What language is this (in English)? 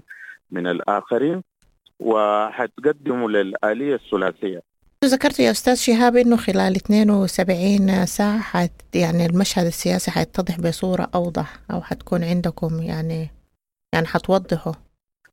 Sudanese Arabic